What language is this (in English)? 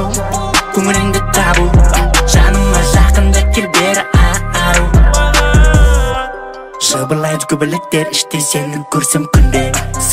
Kazakh